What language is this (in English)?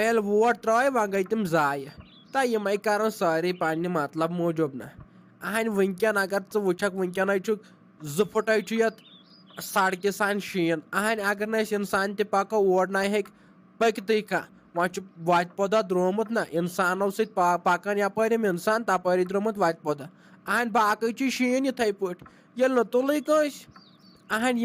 Kashmiri